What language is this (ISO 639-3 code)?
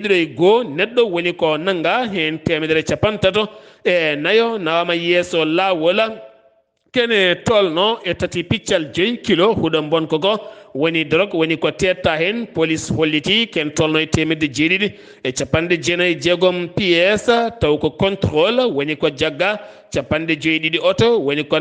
ful